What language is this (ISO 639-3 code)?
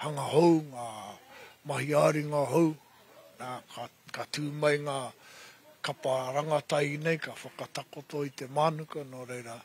mri